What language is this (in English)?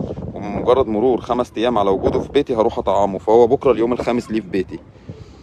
Egyptian Arabic